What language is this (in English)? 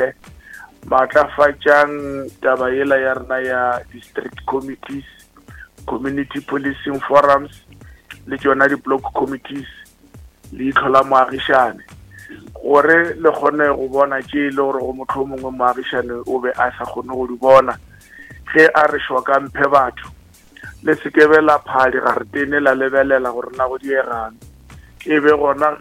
Northern Sotho